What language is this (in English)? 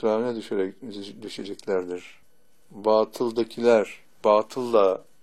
Turkish